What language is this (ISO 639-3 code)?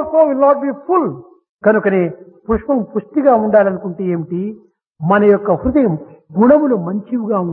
tel